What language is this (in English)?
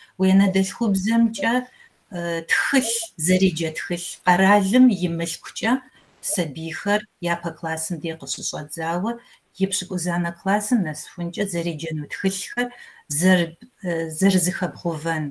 Kabardian